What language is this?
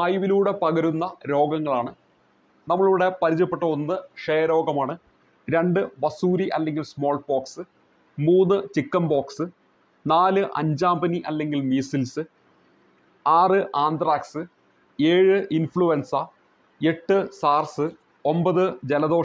Malayalam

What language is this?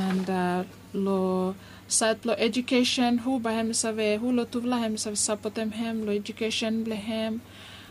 Bislama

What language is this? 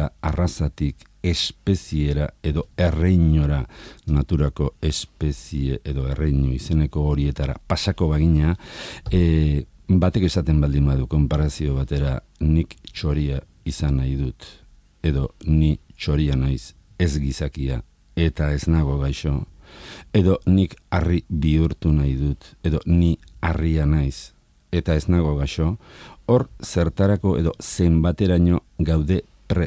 Basque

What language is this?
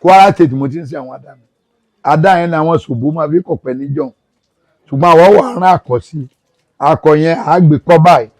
Yoruba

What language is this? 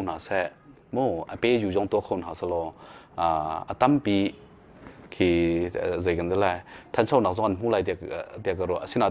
Hakha Chin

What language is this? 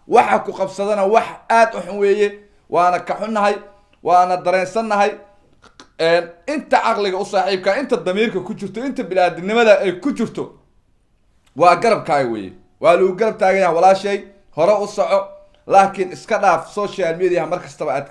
Somali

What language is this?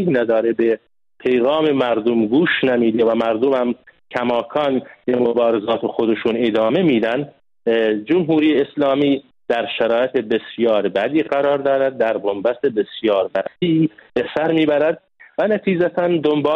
Persian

